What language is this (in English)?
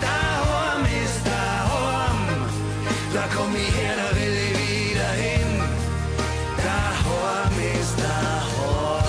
Bavarian